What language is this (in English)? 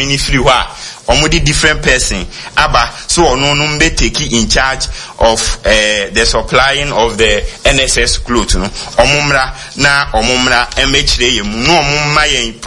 Akan